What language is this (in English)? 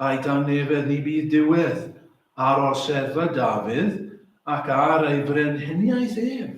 Welsh